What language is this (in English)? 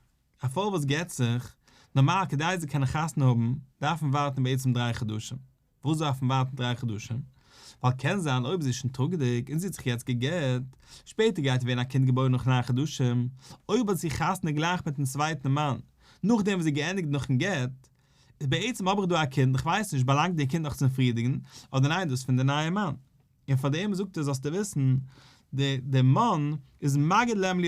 Yiddish